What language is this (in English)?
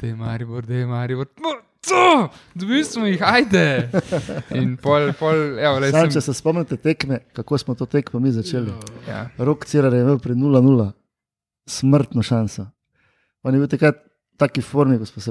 Slovenian